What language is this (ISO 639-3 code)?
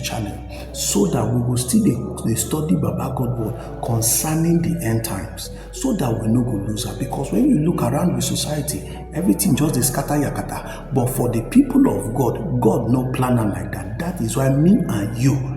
pcm